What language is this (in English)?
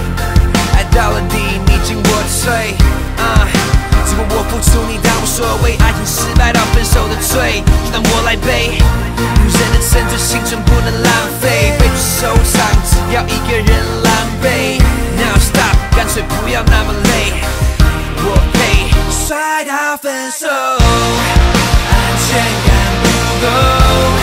Chinese